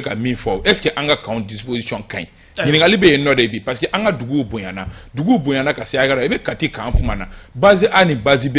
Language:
Bambara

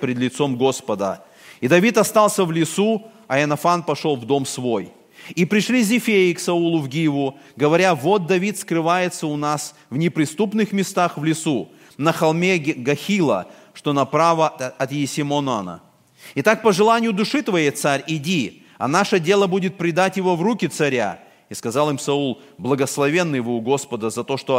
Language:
Russian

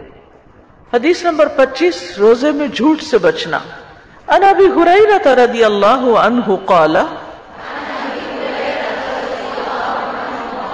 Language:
Urdu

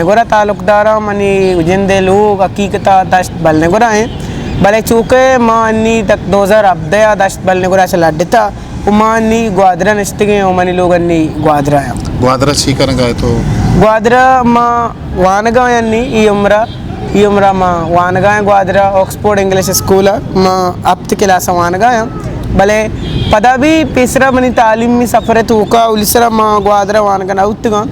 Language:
Eastern Balochi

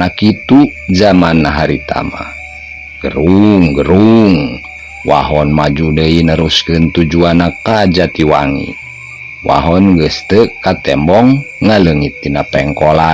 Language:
Sundanese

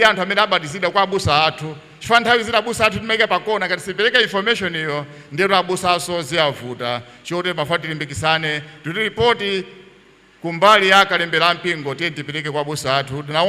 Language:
Nyanja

